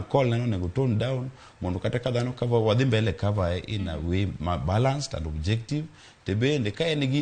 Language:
Luo (Kenya and Tanzania)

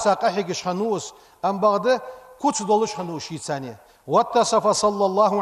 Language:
Ingush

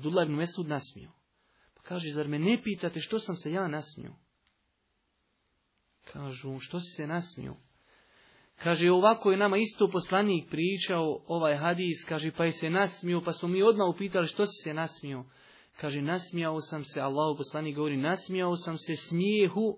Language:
Bosnian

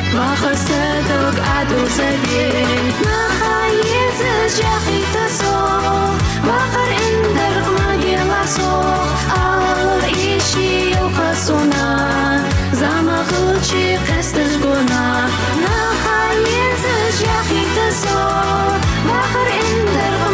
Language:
Ingush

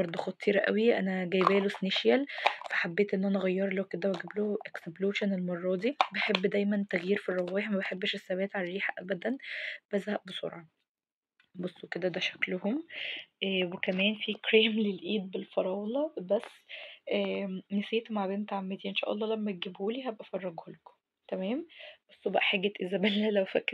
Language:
Egyptian Arabic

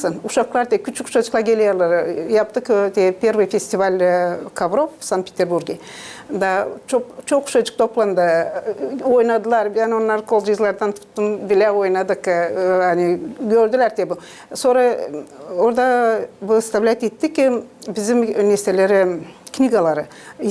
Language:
Gagauz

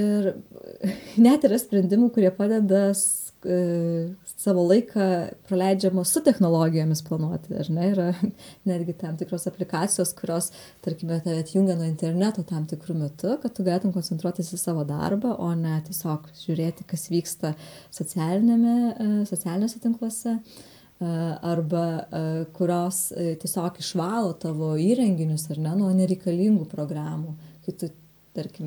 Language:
Lithuanian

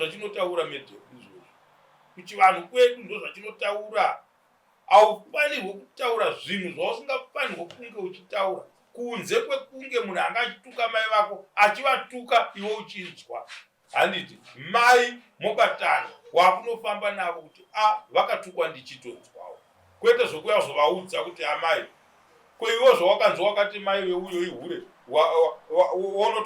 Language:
Shona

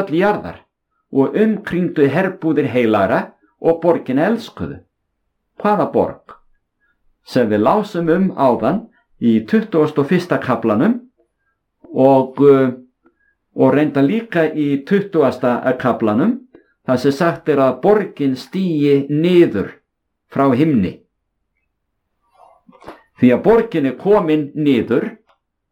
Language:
Icelandic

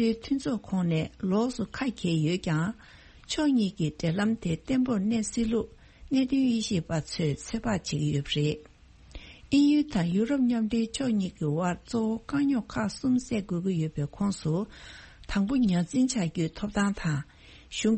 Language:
Tibetan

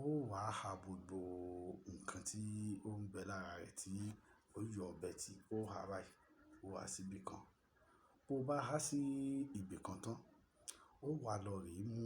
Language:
Yoruba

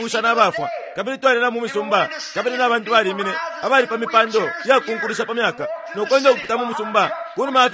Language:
Bemba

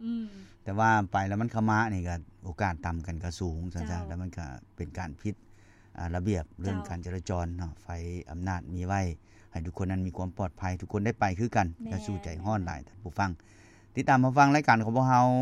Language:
Lao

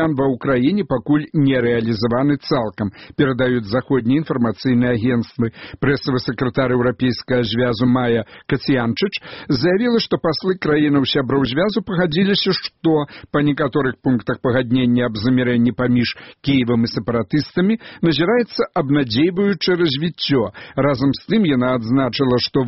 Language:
Belarusian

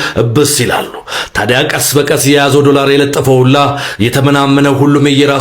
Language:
Amharic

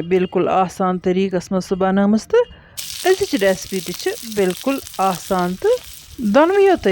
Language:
Kashmiri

